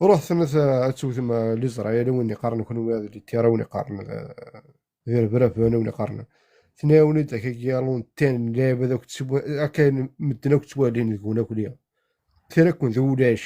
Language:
Kabyle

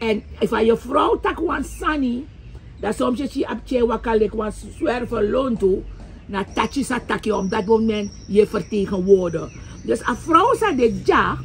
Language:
Sranan Tongo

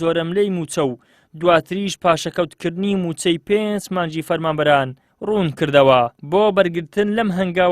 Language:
Central Kurdish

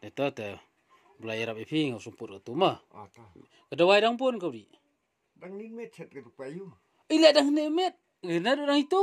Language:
Khasi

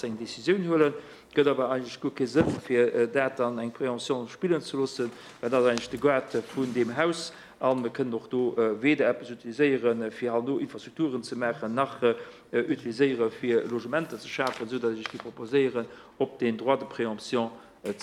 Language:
Luxembourgish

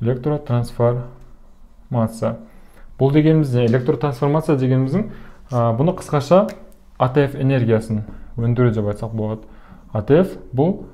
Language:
Kazakh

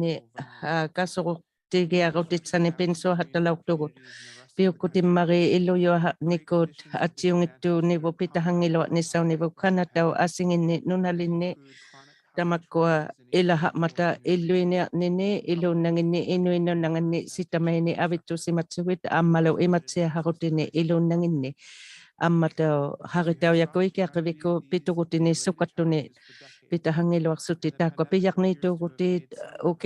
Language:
Inuktitut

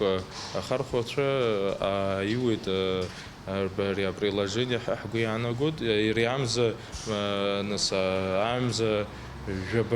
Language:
Abkhazian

